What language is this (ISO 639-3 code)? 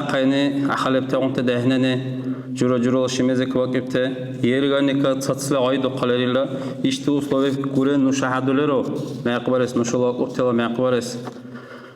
dar